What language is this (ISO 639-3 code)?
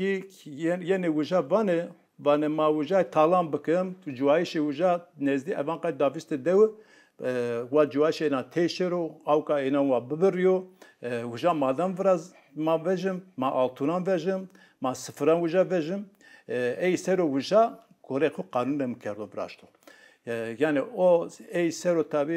zza